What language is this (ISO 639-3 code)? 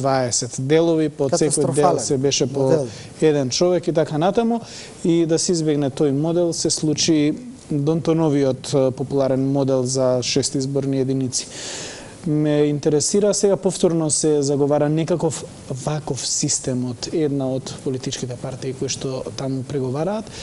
mkd